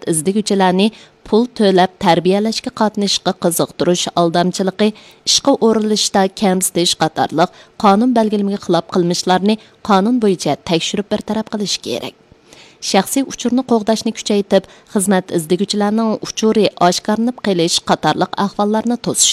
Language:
Uyghur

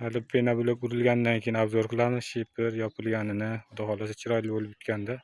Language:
Uzbek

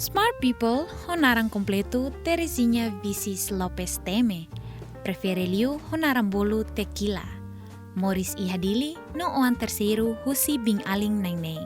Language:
Tetum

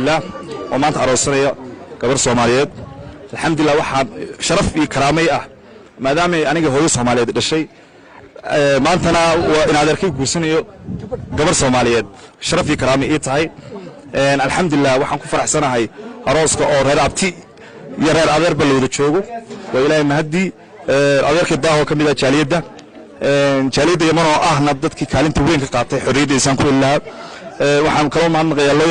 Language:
Somali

